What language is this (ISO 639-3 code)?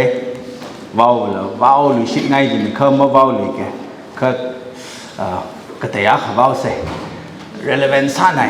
nmf